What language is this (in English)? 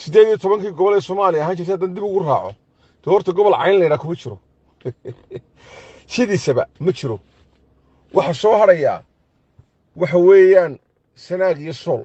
Somali